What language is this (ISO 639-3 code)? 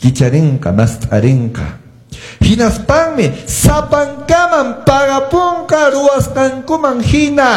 que